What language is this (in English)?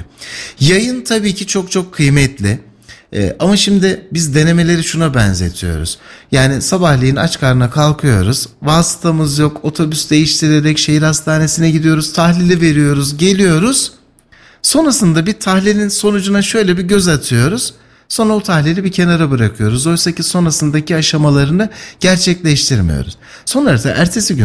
Turkish